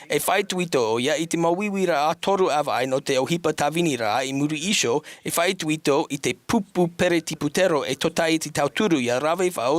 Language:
Tahitian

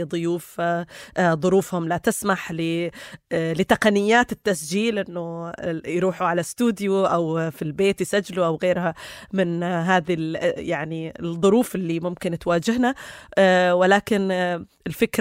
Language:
North Levantine Arabic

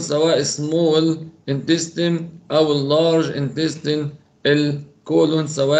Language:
Egyptian Arabic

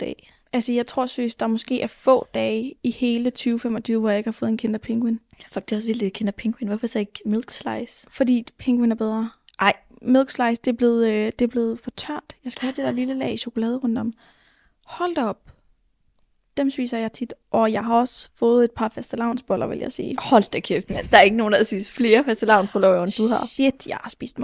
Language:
Danish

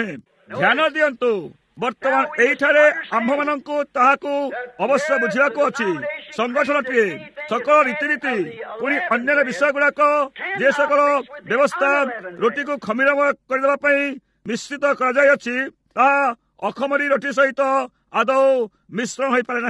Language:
Odia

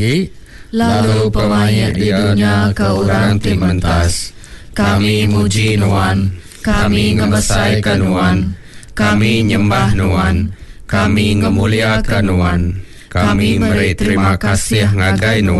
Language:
Iban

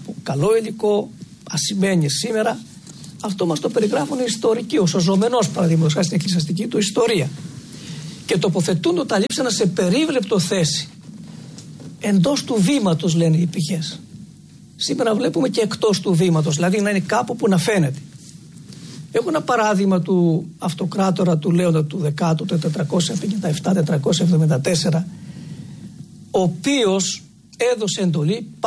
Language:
Greek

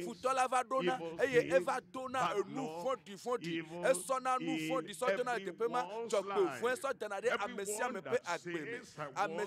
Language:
Ewe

